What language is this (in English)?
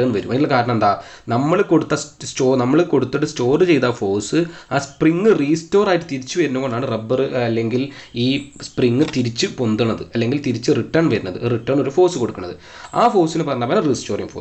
Malayalam